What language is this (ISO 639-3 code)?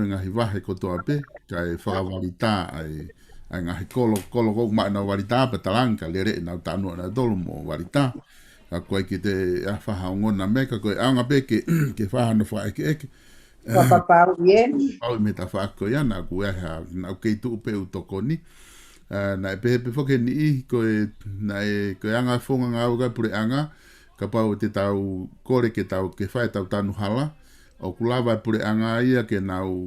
ton